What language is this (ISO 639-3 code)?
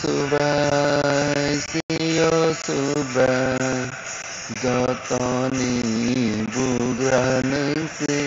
trp